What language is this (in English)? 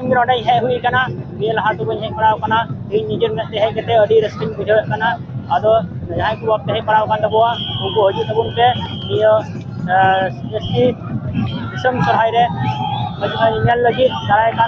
Santali